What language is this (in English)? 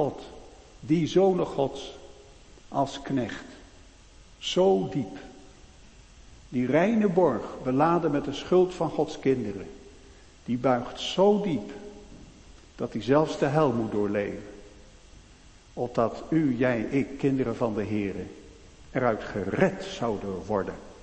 Dutch